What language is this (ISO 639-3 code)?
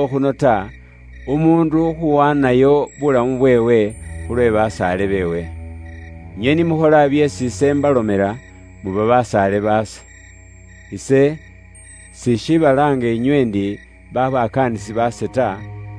luy